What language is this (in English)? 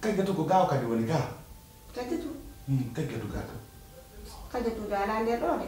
Pular